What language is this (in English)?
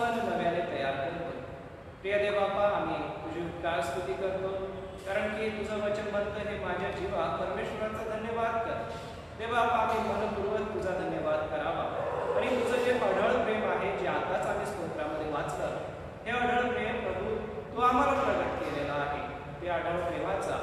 Marathi